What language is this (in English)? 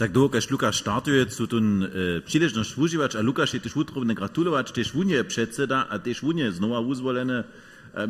Upper Sorbian